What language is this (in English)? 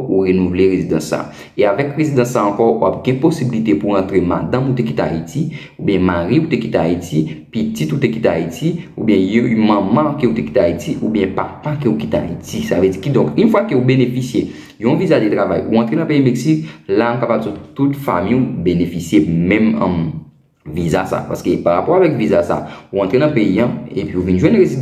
Haitian Creole